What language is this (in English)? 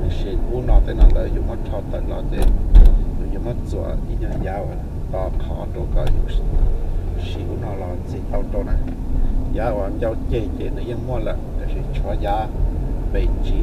Hmong